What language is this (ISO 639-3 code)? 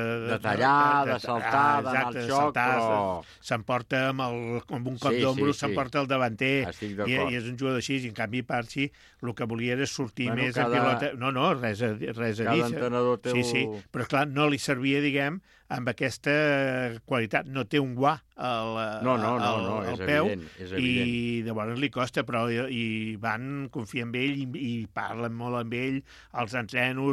cat